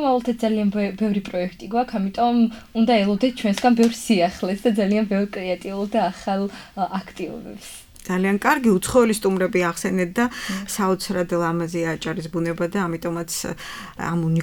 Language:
Georgian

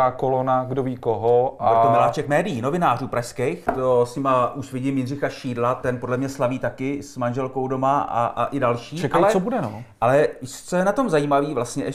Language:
Czech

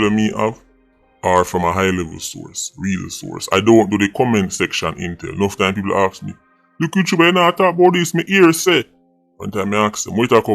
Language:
Jamaican Creole English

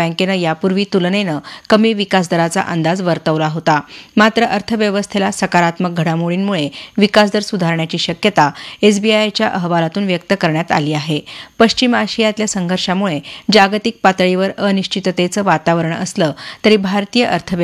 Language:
Marathi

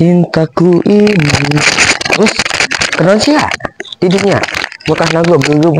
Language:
Sundanese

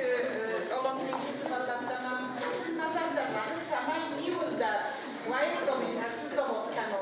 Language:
Ossetic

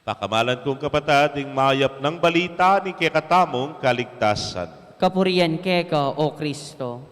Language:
Pampanga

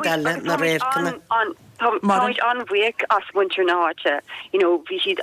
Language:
Irish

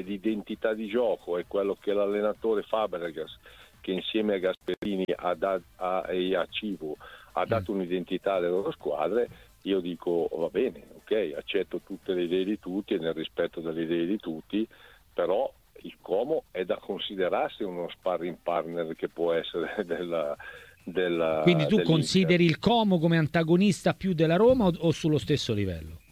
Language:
Italian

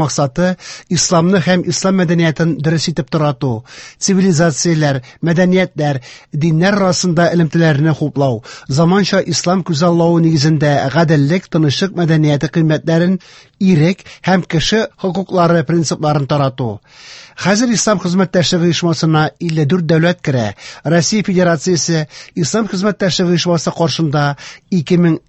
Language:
Tatar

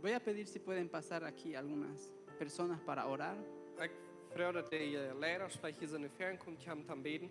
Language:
Plautdietsch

